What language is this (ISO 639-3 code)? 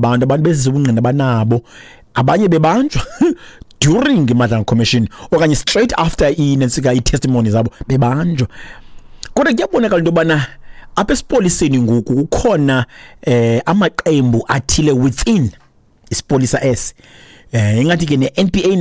xho